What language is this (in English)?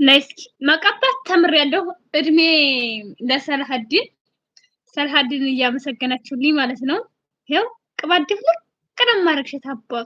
Amharic